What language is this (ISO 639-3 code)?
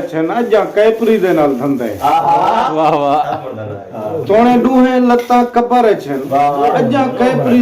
skr